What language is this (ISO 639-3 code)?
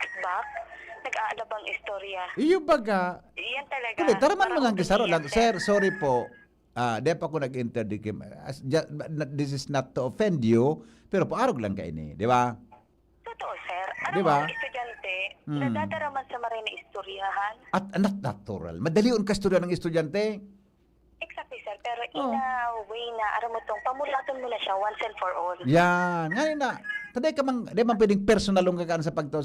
bik